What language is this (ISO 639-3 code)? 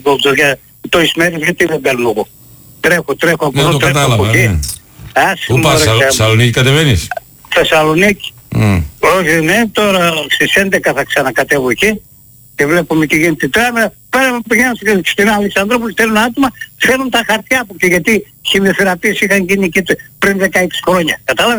ell